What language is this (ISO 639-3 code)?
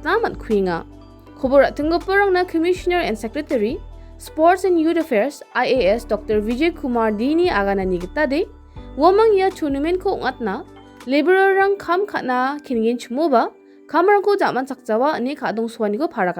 grt